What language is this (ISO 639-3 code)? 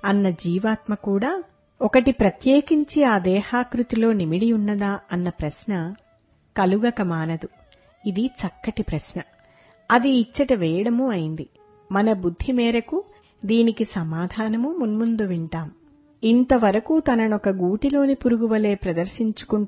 tel